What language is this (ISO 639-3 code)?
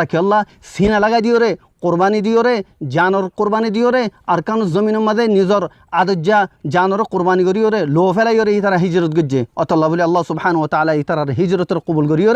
rhg